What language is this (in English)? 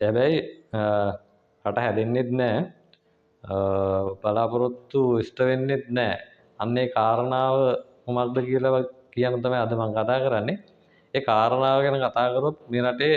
Sinhala